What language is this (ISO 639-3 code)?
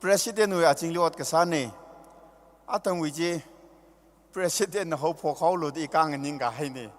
nmf